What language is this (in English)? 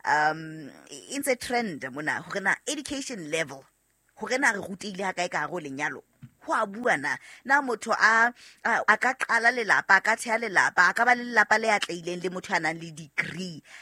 Southern Sotho